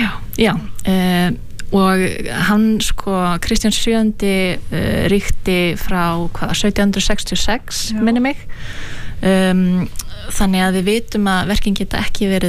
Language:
Icelandic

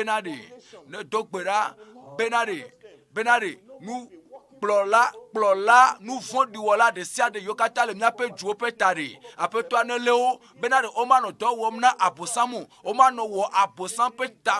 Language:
Ewe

